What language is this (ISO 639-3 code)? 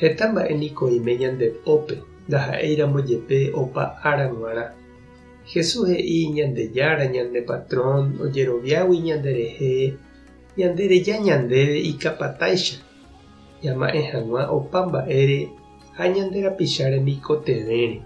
grn